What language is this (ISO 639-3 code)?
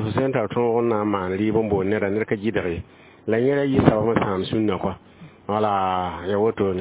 mos